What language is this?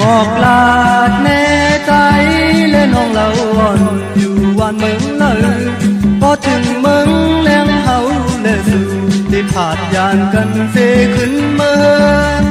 Shan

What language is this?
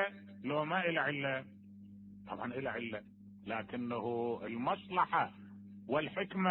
Mesopotamian Arabic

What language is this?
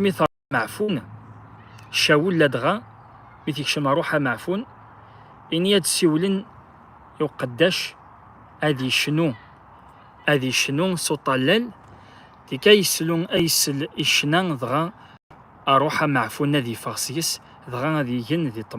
Kabyle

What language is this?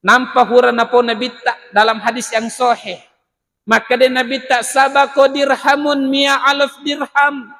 Buginese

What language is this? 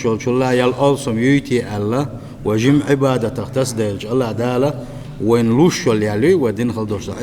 Chechen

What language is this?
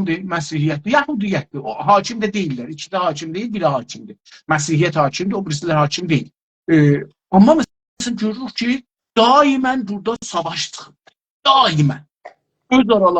South Azerbaijani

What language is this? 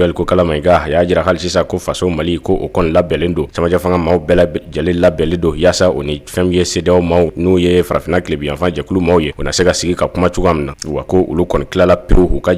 Bambara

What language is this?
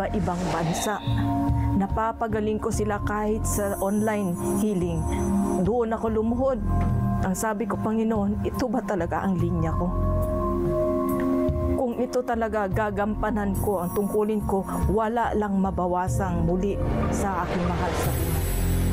Filipino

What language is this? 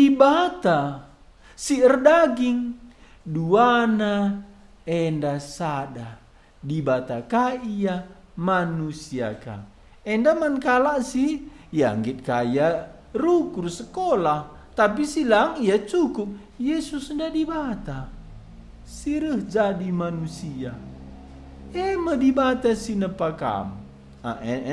Batak Karo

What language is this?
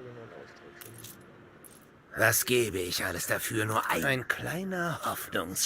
Bavarian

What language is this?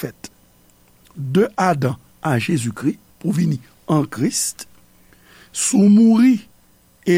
Haitian Creole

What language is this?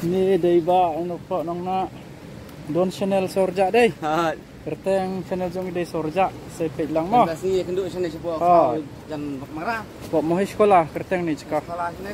Khasi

